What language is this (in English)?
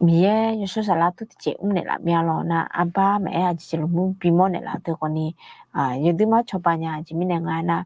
Akha